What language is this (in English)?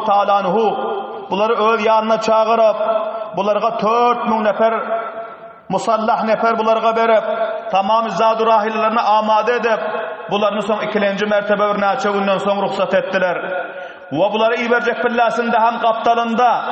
Turkmen